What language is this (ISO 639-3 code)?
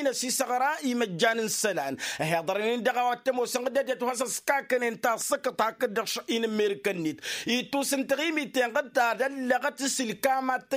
taq